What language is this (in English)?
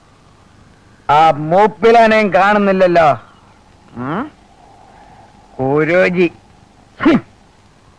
Malayalam